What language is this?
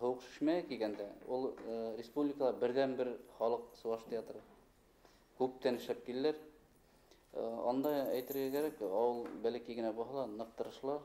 Bashkir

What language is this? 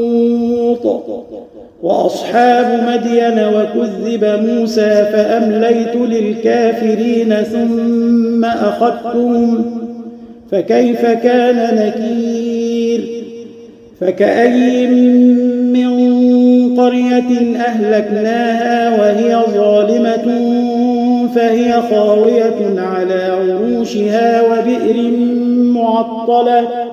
Arabic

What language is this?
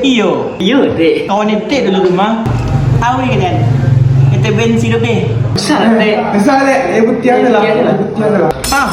Minangkabau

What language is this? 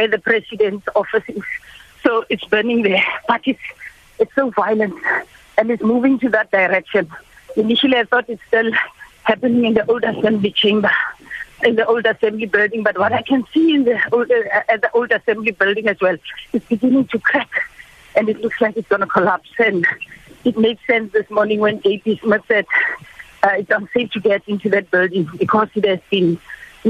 English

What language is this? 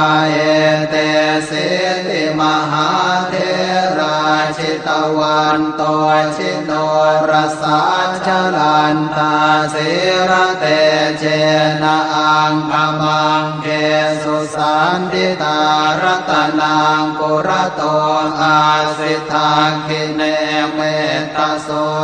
Pali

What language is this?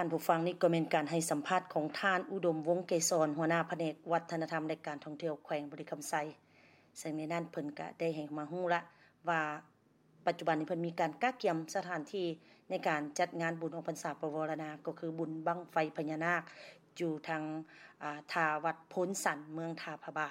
Lao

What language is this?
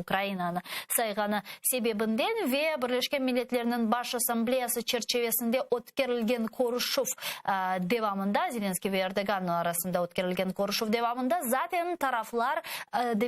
Crimean Tatar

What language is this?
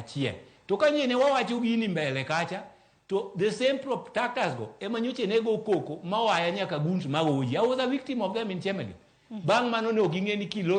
Luo (Kenya and Tanzania)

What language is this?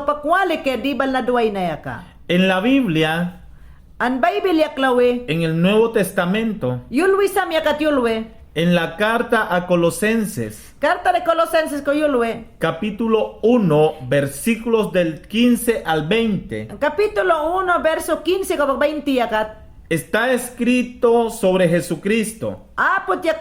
Mayangna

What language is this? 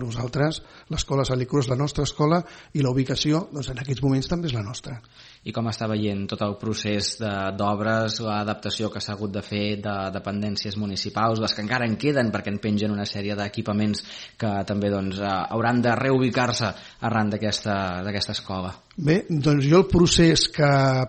Catalan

